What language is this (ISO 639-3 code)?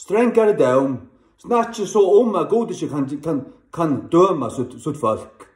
fao